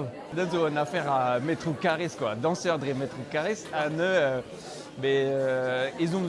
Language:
Breton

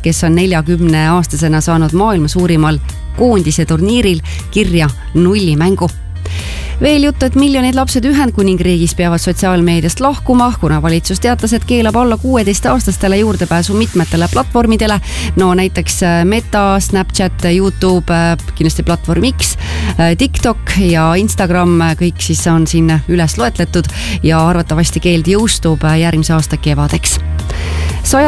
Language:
Estonian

